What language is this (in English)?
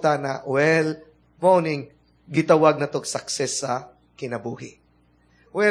Cebuano